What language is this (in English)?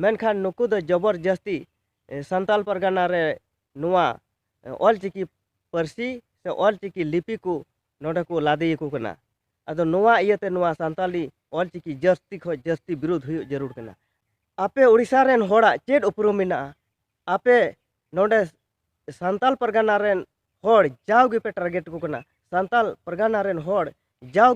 Santali